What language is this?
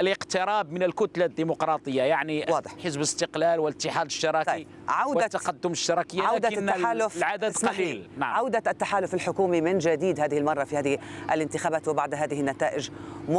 Arabic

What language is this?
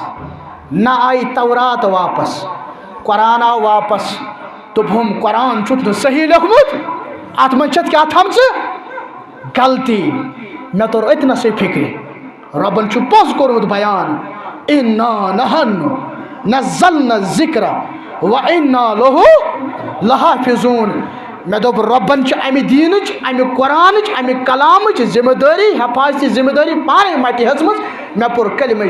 Kashmiri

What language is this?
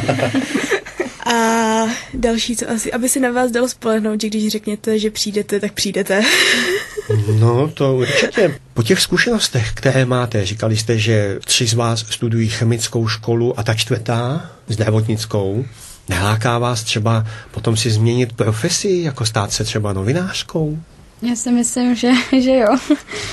Czech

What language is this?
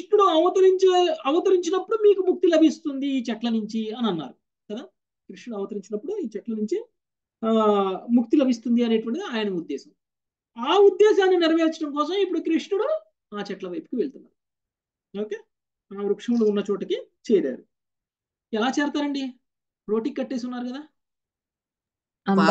Telugu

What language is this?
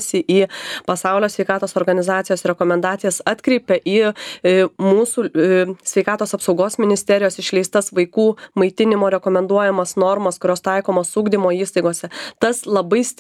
Lithuanian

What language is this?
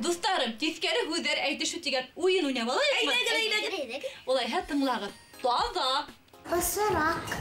Bashkir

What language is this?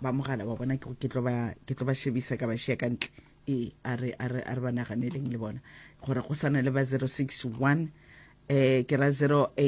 Northern Sotho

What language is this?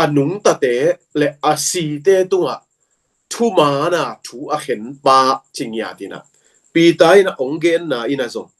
Tedim Chin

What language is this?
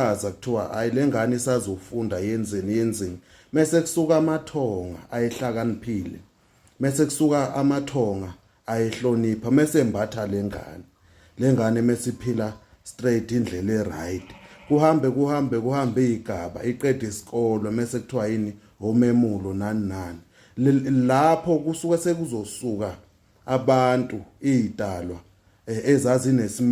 Zulu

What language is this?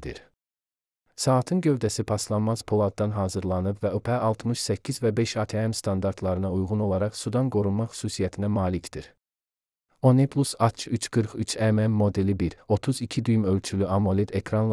Azerbaijani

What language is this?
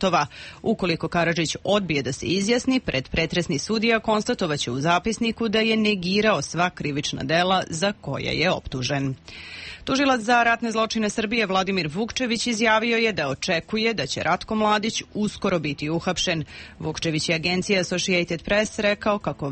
Serbian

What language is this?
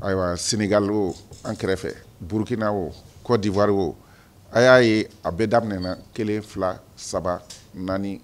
Bambara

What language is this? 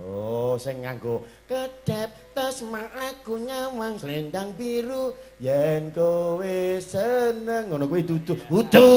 Javanese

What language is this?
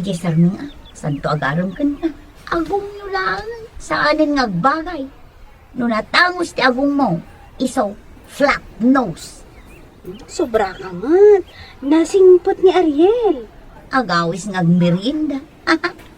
Iloko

